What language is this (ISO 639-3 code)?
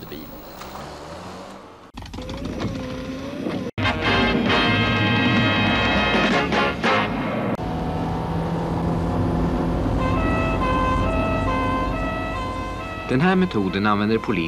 swe